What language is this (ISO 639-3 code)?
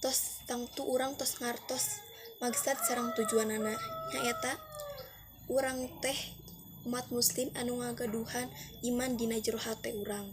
sun